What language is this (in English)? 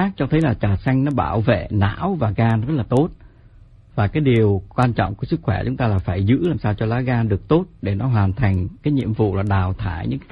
Vietnamese